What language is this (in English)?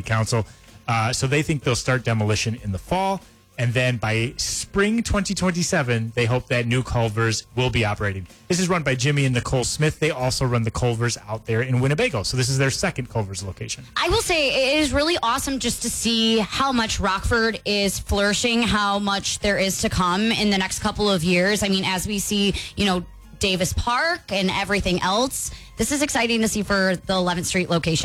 English